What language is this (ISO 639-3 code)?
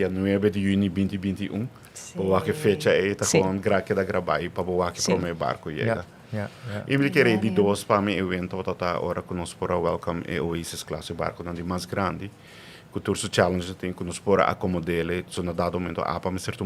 pap